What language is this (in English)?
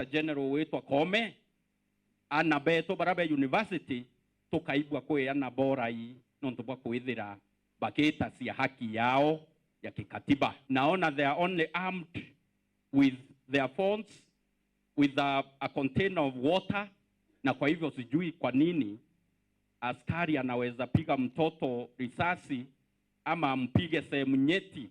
Meru